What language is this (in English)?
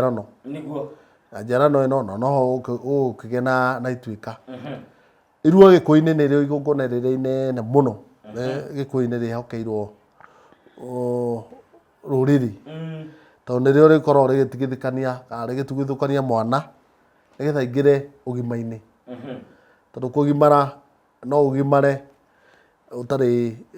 Kikuyu